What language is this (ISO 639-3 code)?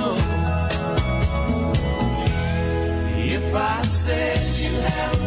srp